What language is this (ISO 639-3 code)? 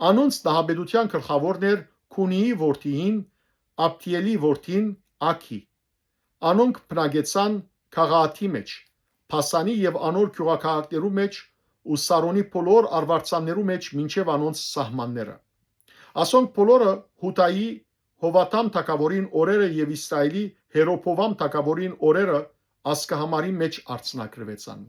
hyw